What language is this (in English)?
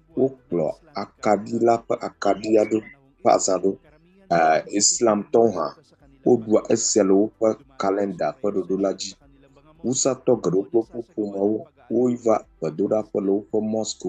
Ewe